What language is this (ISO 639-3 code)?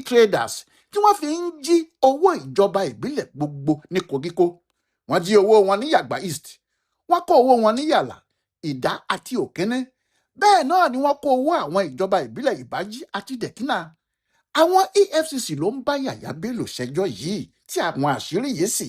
yor